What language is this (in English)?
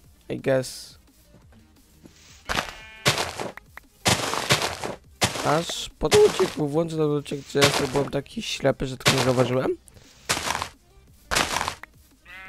Polish